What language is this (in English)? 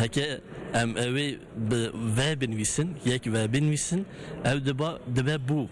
Kurdish